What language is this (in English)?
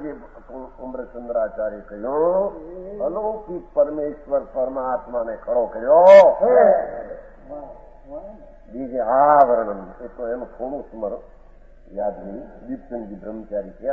Gujarati